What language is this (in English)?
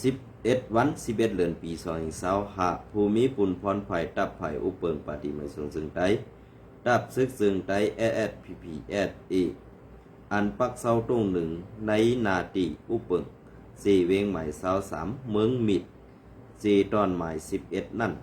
Shan